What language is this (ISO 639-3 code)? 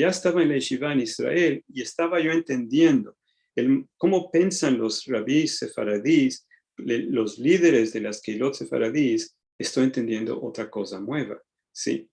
lad